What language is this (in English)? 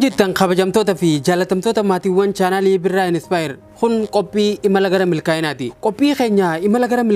Oromo